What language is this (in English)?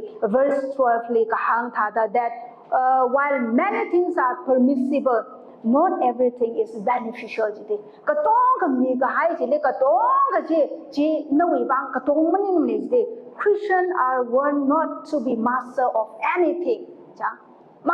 Tangkhul Naga (India)